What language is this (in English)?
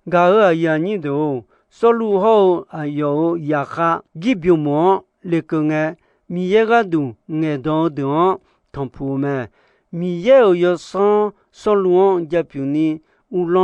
Akha